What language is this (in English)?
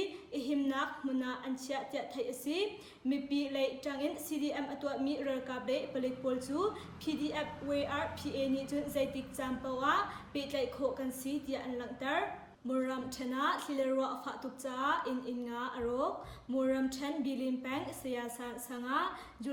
Hakha Chin